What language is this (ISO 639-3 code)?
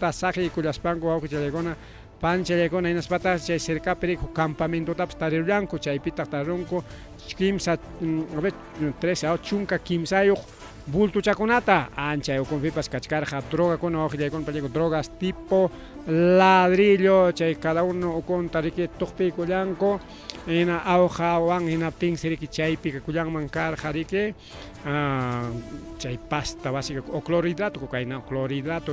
quy